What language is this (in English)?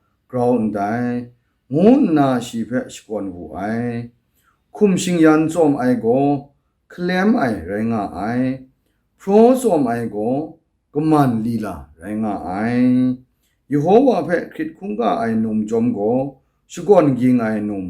Kachin